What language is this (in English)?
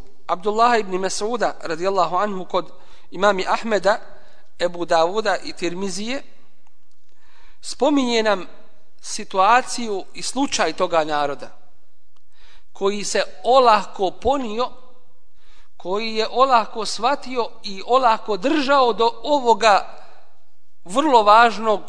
Bosnian